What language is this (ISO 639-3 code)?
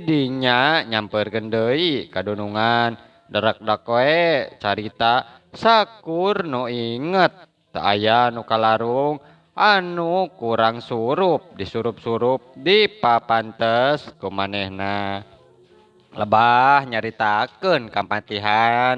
sun